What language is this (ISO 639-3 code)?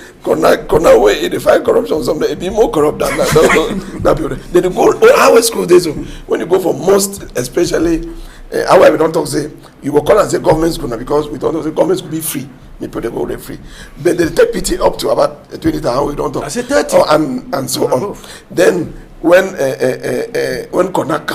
wes